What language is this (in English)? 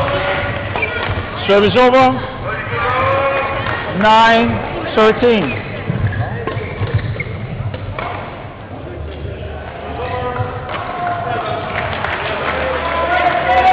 English